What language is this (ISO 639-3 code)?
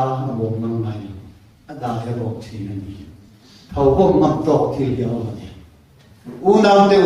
lus